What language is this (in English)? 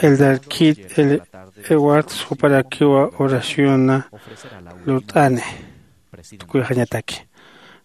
Aymara